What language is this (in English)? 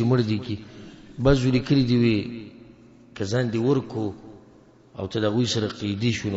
Pashto